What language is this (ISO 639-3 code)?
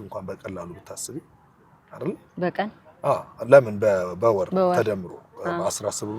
amh